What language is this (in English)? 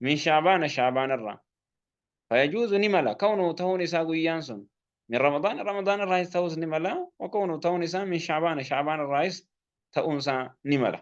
Oromo